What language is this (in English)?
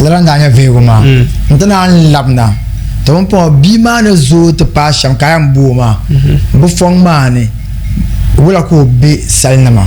Dagbani